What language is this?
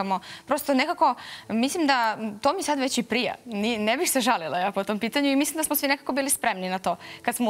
Serbian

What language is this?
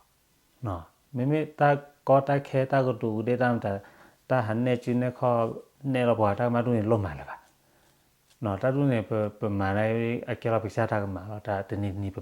S'gaw Karen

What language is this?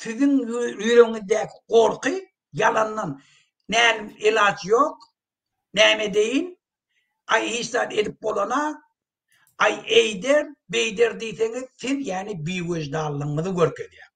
Turkmen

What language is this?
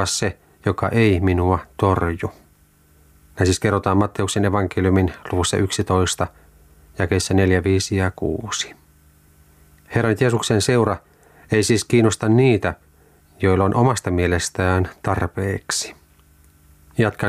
Finnish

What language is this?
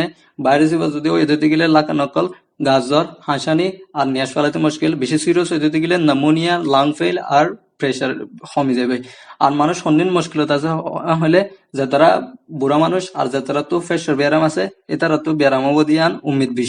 Rohingya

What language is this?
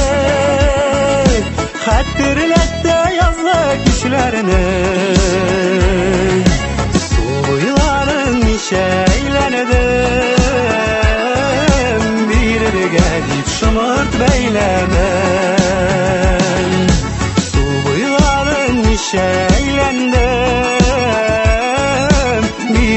Tatar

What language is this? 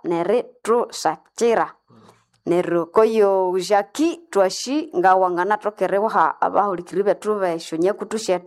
Nande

